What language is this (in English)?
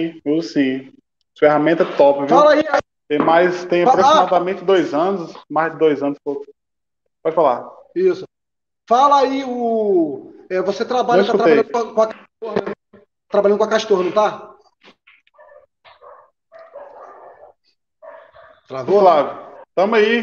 Portuguese